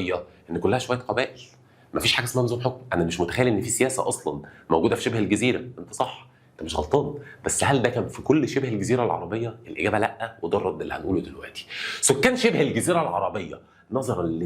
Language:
Egyptian Arabic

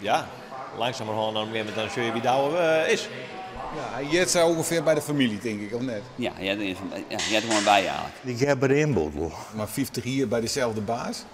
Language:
Western Frisian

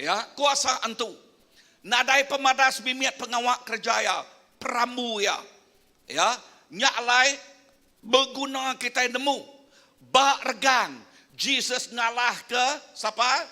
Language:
Iban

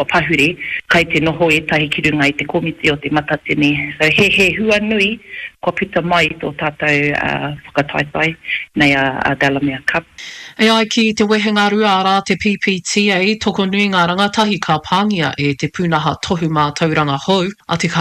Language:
Māori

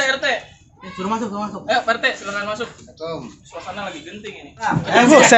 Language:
Betawi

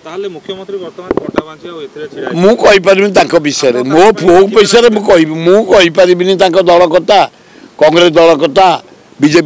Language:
Odia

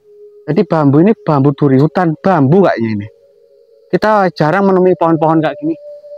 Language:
Indonesian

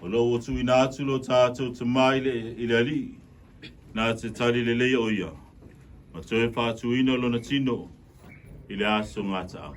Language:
Samoan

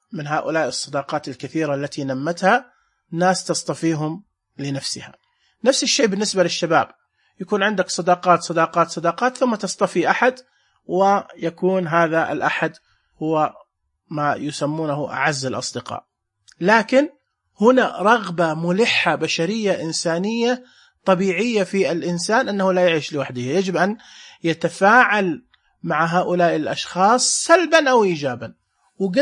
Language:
Najdi Arabic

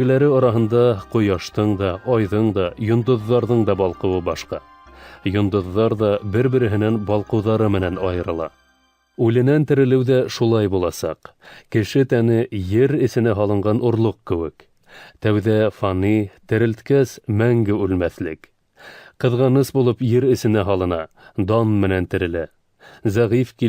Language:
Bashkir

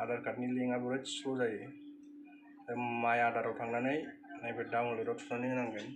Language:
Bodo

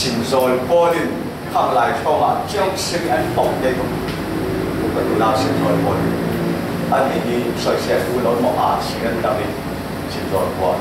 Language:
Falam Chin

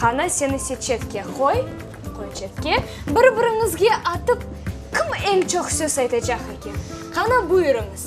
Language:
Crimean Tatar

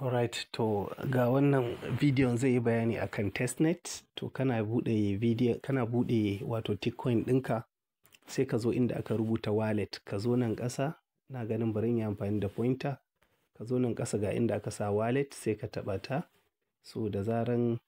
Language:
Hausa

